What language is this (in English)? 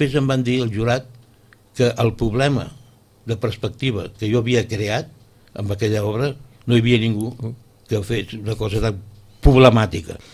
Catalan